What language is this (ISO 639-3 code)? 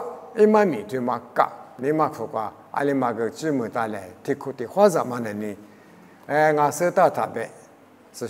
lis